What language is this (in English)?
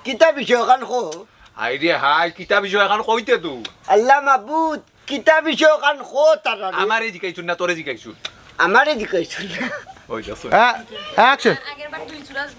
Sylheti